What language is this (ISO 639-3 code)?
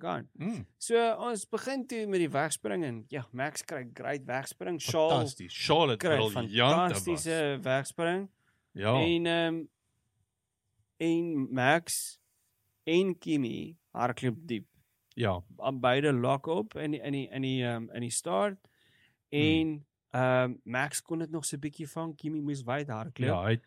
afr